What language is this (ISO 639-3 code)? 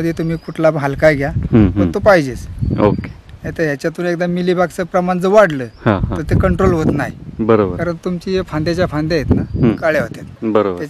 mar